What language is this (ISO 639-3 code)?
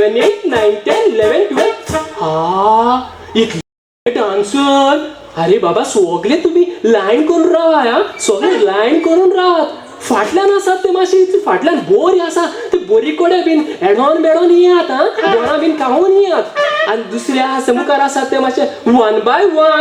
kok